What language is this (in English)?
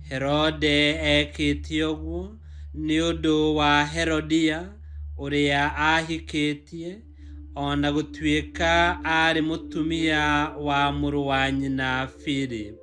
Kikuyu